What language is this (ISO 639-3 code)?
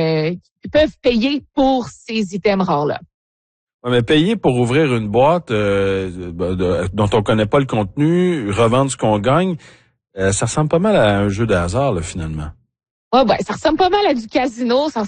fra